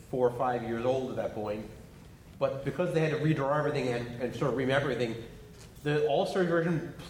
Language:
English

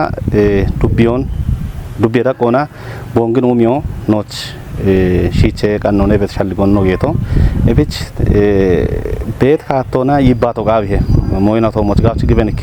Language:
Kafa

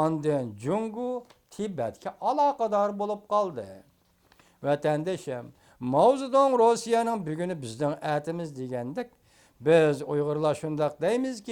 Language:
Uyghur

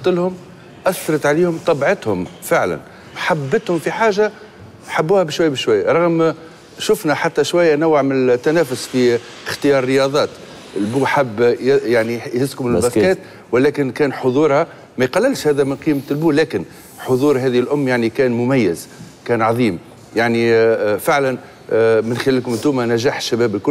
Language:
Tunisian Arabic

